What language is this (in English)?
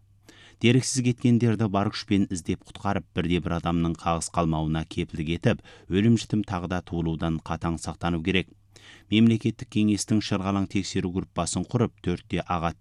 Kazakh